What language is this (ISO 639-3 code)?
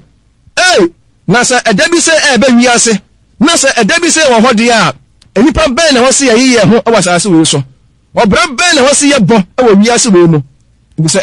aka